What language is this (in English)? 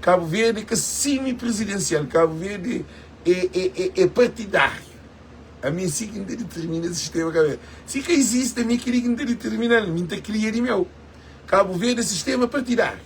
Kabuverdianu